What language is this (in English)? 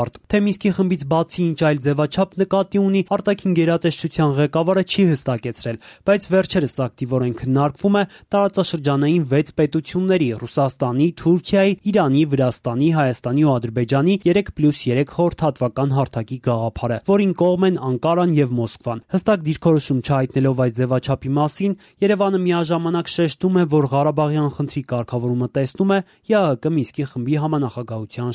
Armenian